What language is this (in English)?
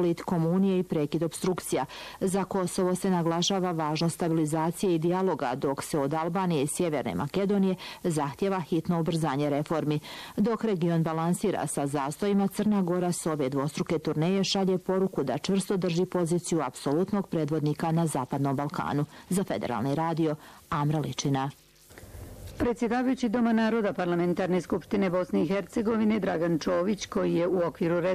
Bosnian